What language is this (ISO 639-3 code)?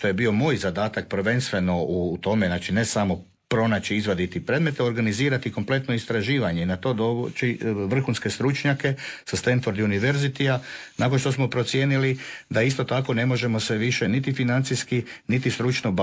hrv